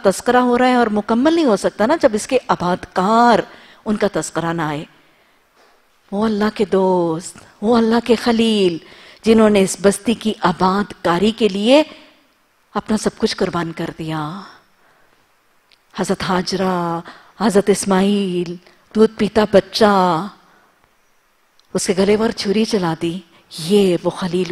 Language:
Urdu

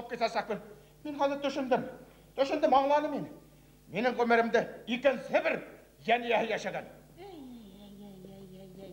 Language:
Bashkir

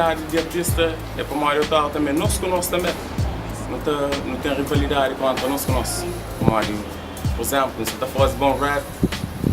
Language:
Kabuverdianu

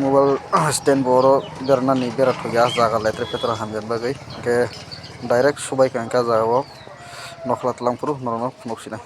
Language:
Kok Borok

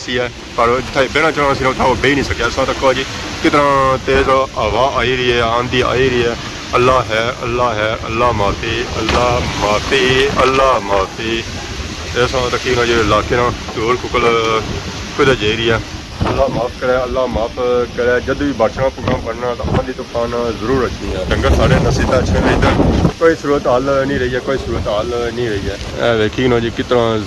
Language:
Pahari-Potwari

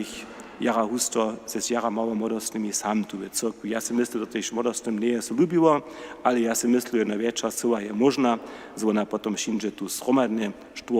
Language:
Upper Sorbian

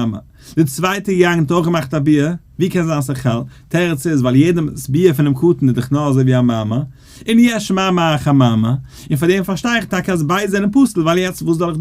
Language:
Yiddish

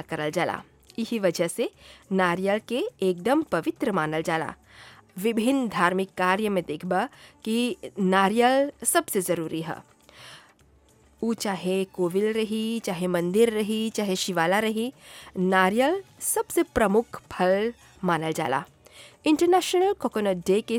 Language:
Bhojpuri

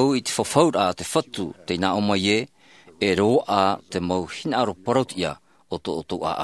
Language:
Tahitian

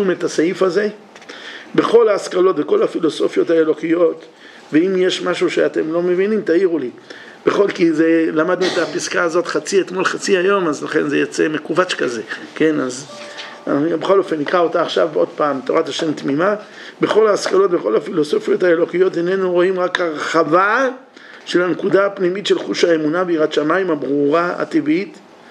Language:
Hebrew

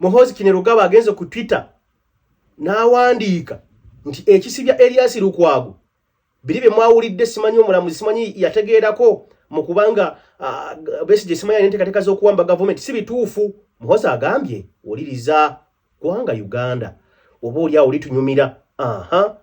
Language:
Ganda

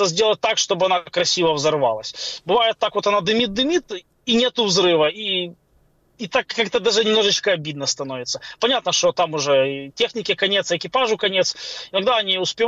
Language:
Russian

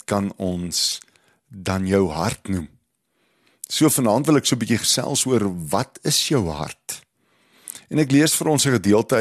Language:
Afrikaans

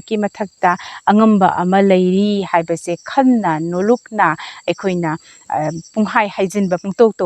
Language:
Manipuri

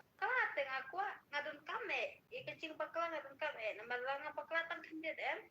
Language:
Khasi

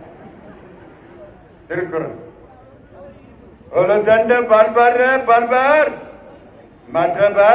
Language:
Tamil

